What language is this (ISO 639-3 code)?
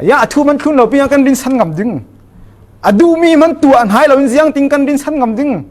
cfm